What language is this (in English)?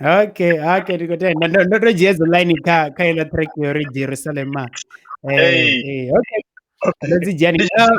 Venda